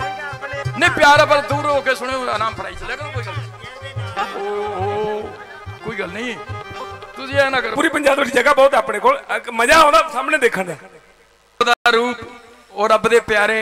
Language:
Punjabi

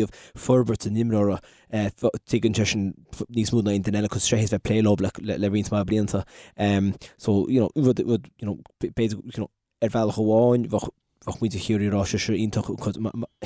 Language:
Irish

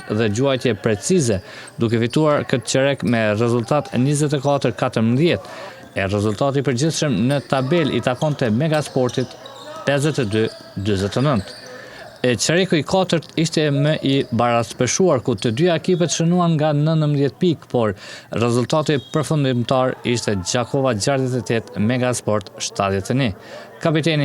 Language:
Albanian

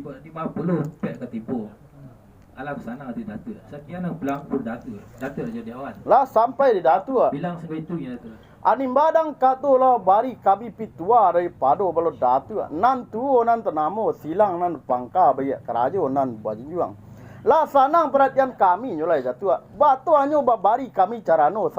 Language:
Minangkabau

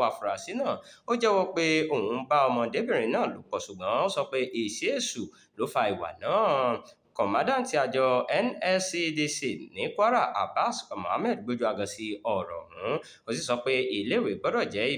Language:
Yoruba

